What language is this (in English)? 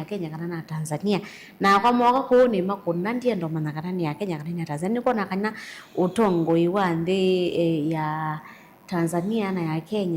Kamba